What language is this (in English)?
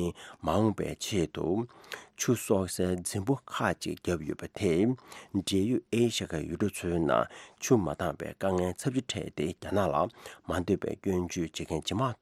Tibetan